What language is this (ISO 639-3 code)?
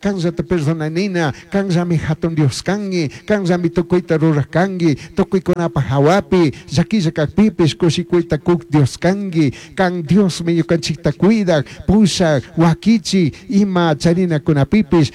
qug